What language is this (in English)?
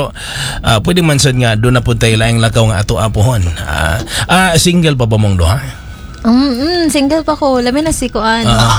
Cebuano